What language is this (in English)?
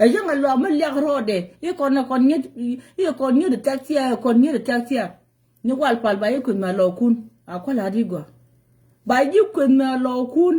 Nuer